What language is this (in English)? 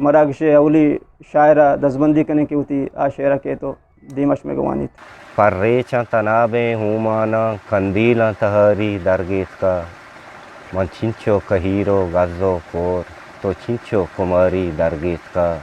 Eastern Balochi